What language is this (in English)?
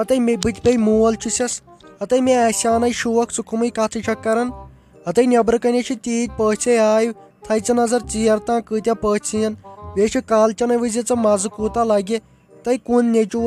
Kashmiri